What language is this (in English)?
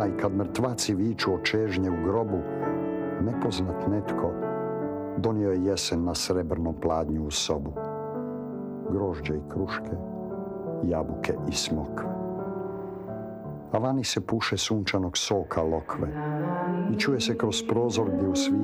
Croatian